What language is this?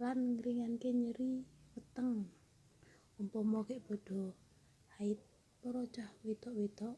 Javanese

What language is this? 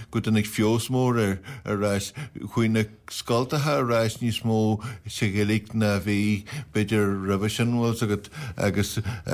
Irish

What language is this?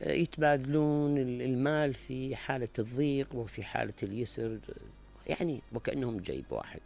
Mesopotamian Arabic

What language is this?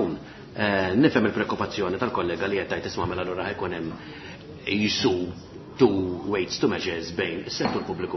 Maltese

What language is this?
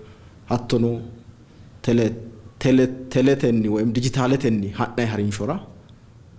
Sidamo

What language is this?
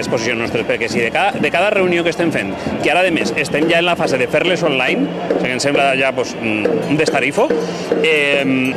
Catalan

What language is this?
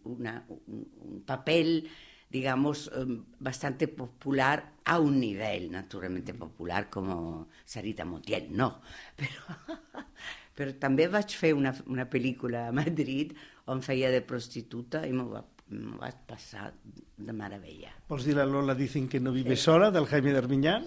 Catalan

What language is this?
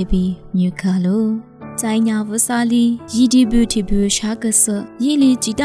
Lisu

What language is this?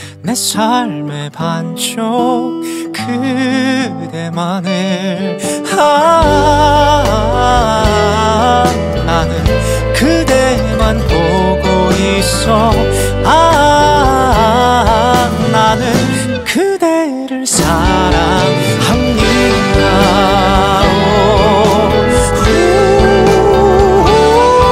Korean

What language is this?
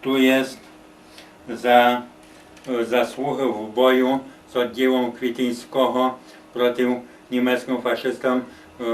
Rusyn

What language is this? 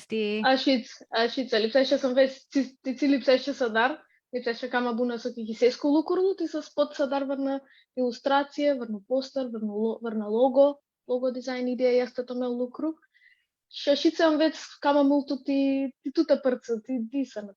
Aromanian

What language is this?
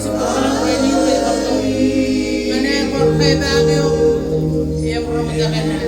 Marshallese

